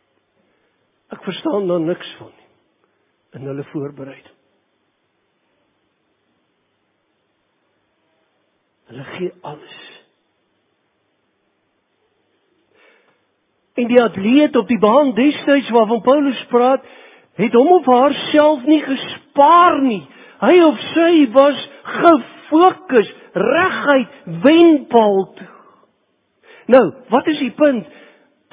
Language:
Afrikaans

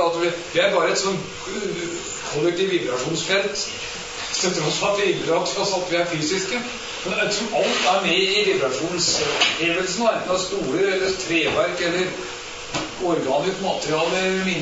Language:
Norwegian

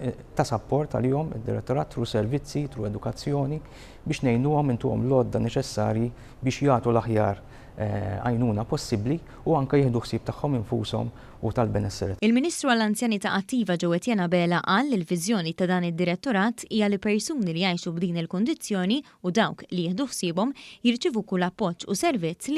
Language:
Maltese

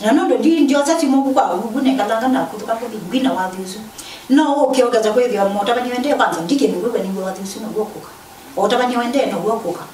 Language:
Kamba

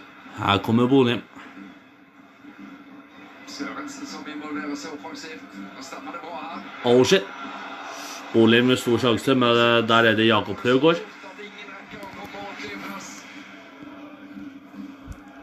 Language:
Norwegian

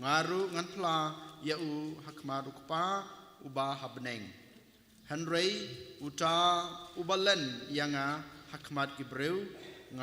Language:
Khasi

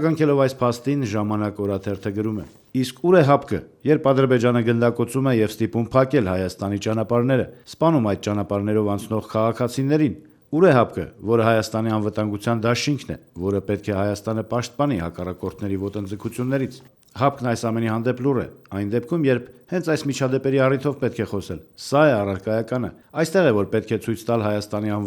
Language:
Armenian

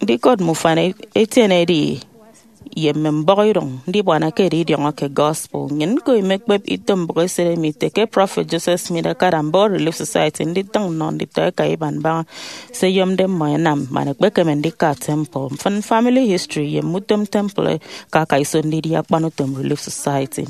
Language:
Efik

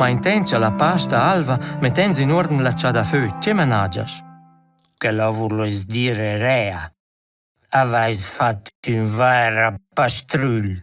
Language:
Romansh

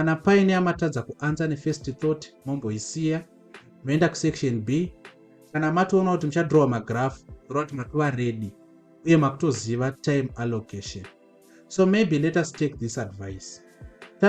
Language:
Shona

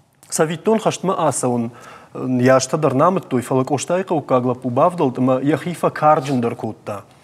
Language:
Ossetic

